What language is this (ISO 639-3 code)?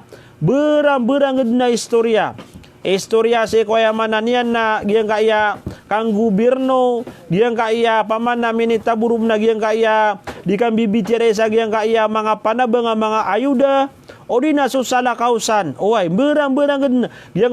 mrw